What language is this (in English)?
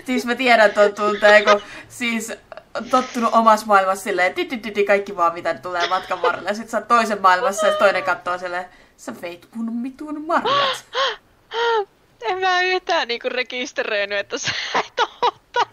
Finnish